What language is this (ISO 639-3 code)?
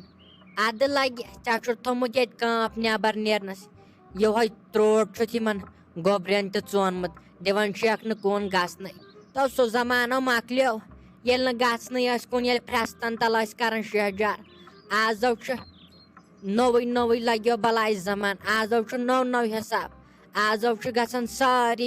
kas